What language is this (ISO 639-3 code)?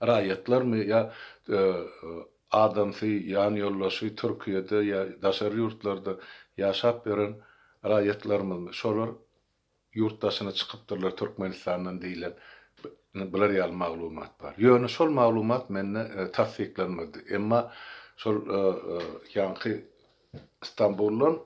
tuk